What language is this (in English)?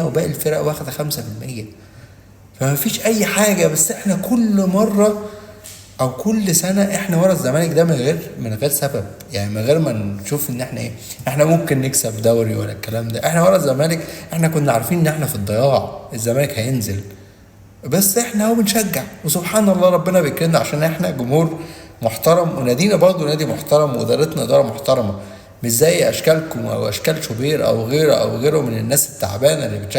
Egyptian Arabic